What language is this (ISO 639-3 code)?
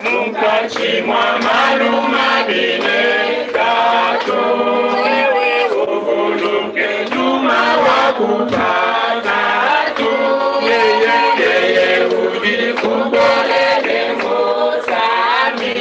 lua